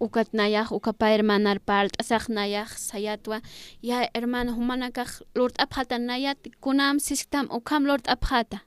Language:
Aymara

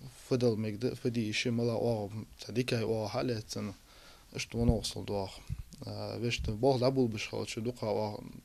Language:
Ingush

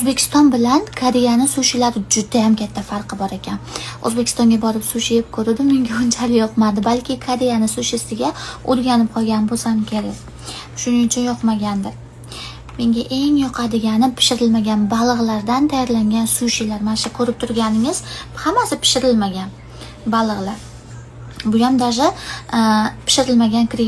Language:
Uzbek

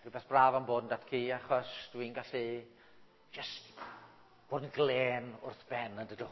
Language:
Welsh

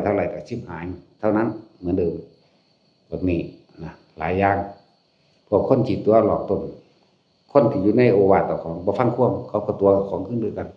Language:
Northeastern Thai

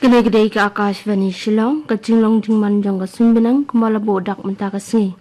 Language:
Khasi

